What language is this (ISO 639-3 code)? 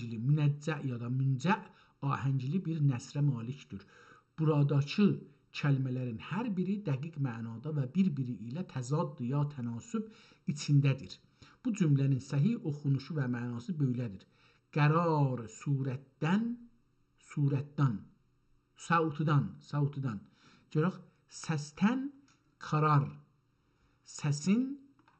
azb